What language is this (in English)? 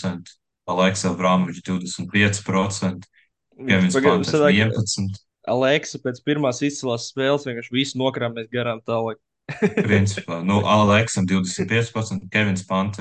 Latvian